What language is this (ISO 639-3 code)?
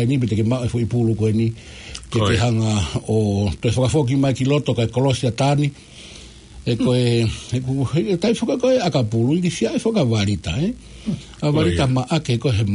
ton